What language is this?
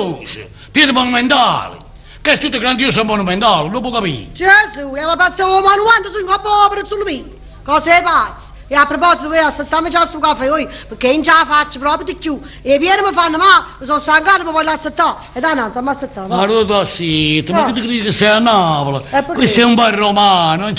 Neapolitan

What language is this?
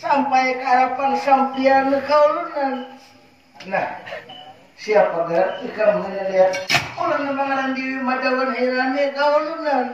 Banjar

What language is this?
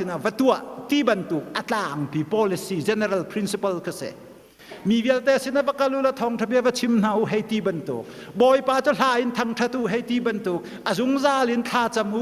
Hakha Chin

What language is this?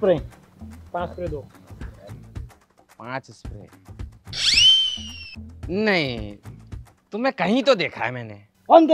Hindi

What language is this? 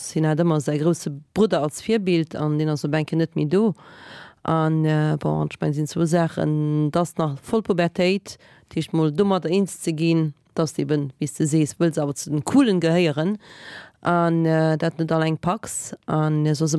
Luxembourgish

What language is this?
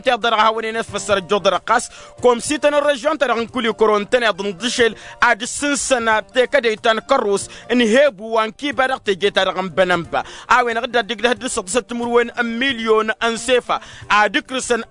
Tamasheq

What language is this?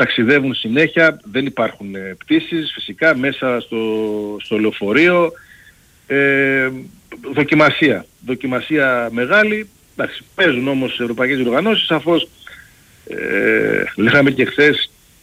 Greek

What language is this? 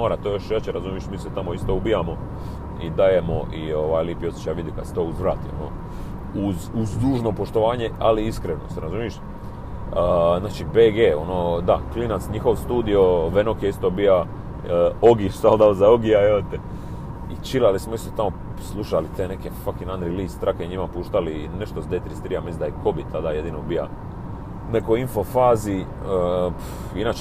Croatian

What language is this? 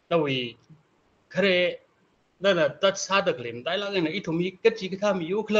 Tangkhul Naga (India)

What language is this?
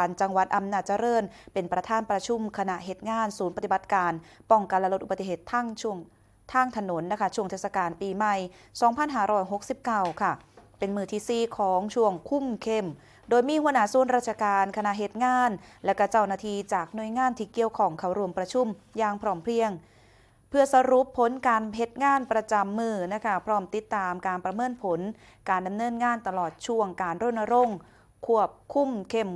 Northeastern Thai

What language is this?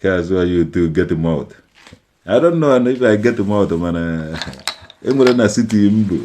Igbo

